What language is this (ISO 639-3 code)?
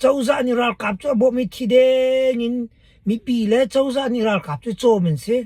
cnh